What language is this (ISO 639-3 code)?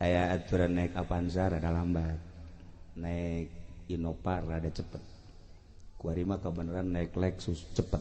sun